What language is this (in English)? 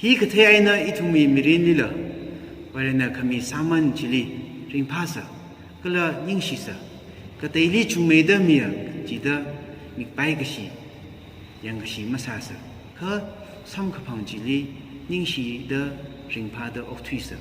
Tangkhul Naga (India)